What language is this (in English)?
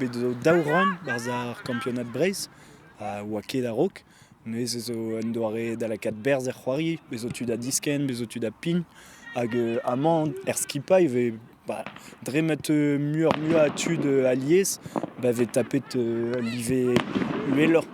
Breton